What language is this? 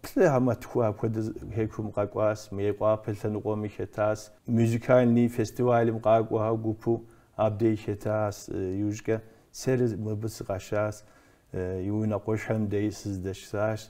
Kabardian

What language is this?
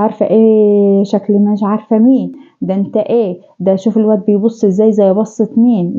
Egyptian Arabic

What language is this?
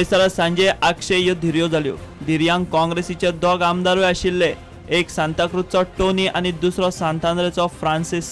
Konkani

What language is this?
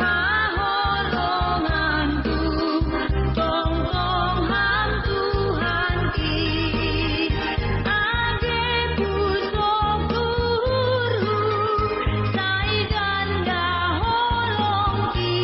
Batak Simalungun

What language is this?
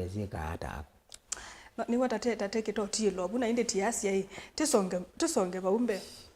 Kamba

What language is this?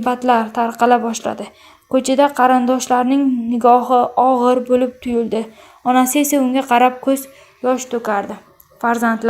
Uzbek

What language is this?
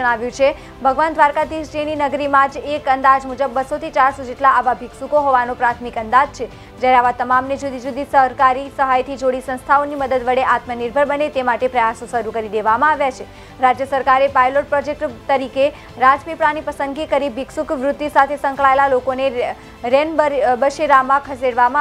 Gujarati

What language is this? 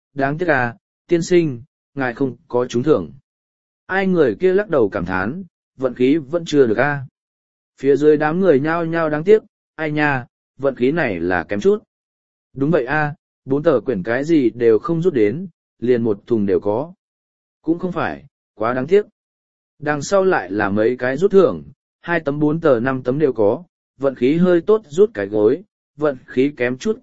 Vietnamese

